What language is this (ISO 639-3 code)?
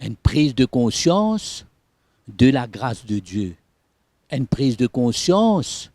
mfe